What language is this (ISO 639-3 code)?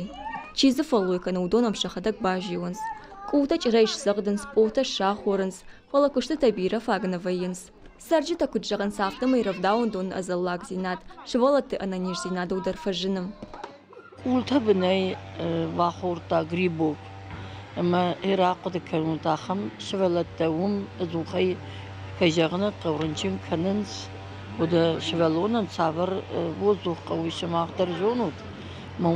oss